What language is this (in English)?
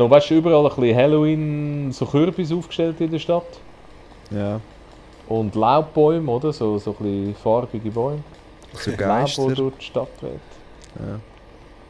Swiss German